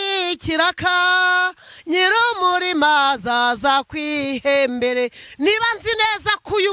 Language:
Kinyarwanda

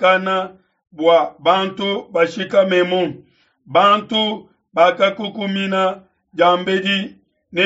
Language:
Luba-Lulua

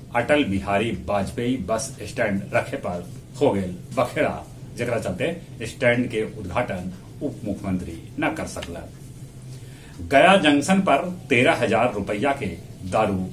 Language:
Magahi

